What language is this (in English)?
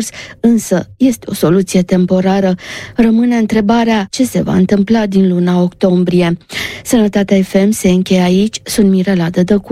Romanian